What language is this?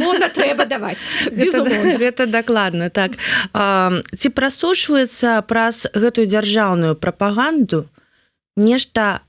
Belarusian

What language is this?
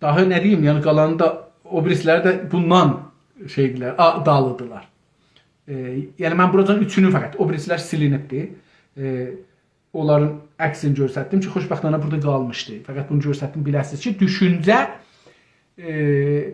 South Azerbaijani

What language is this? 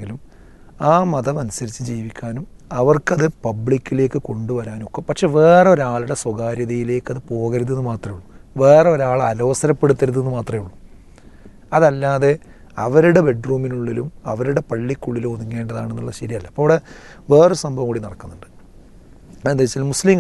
Malayalam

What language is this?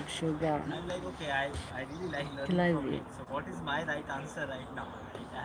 Algerian Arabic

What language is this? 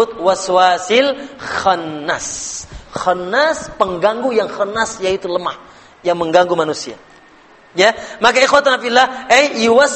Indonesian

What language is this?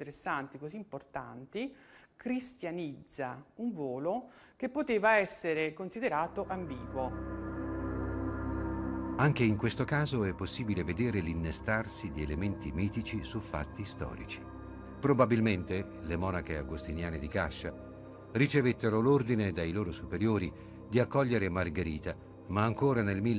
Italian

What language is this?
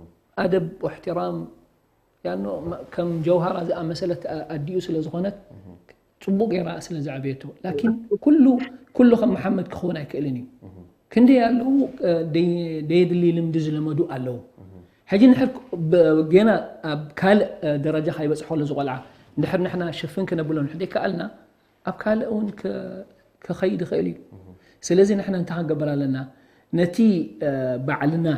Tigrinya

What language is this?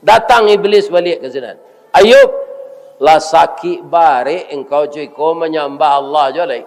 Minangkabau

